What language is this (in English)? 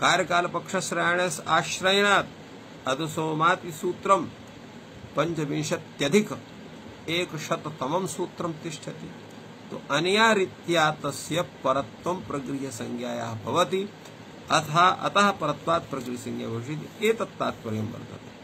Sanskrit